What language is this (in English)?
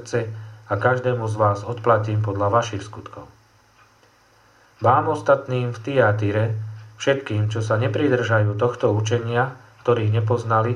Slovak